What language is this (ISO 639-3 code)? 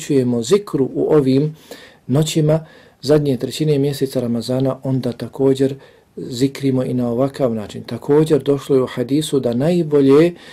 bos